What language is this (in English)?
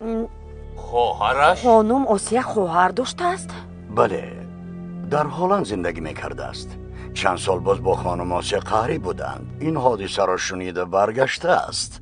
Tajik